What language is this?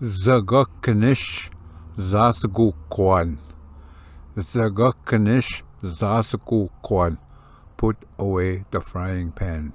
Ojibwa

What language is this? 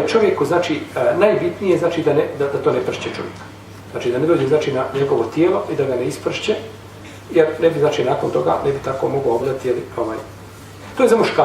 Bosnian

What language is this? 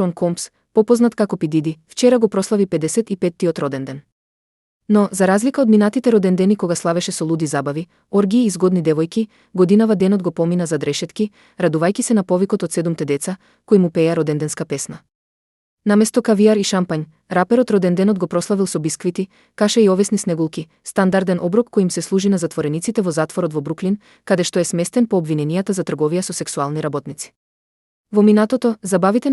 Macedonian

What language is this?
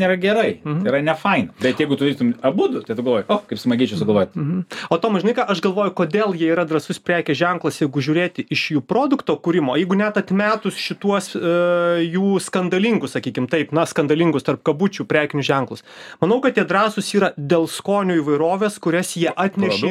Lithuanian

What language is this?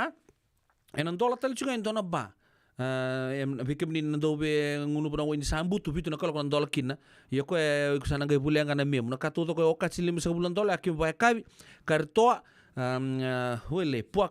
Fijian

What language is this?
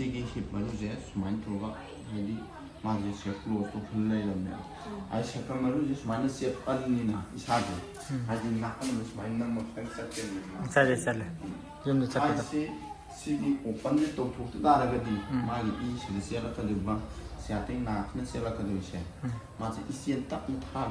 Manipuri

